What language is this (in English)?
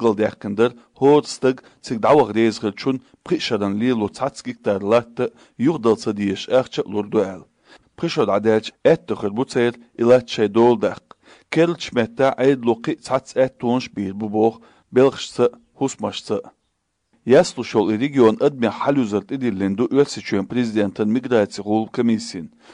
Chechen